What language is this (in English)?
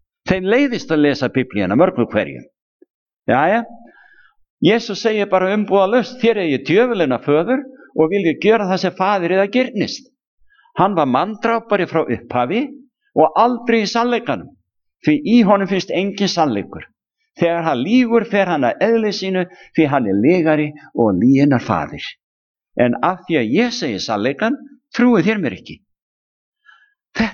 Icelandic